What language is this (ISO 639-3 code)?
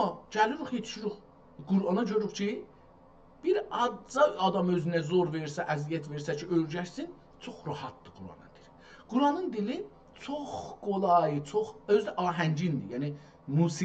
azb